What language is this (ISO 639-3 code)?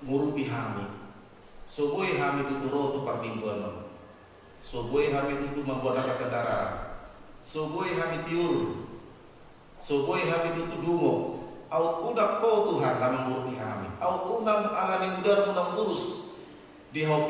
bbc